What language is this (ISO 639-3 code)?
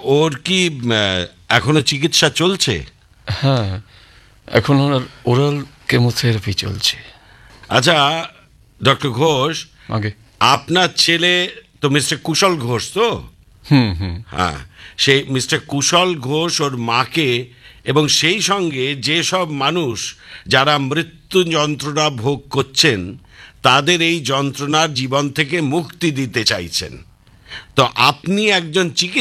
ben